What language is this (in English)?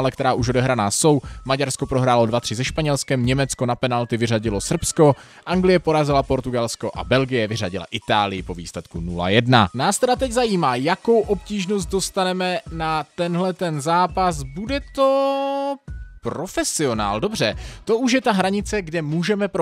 Czech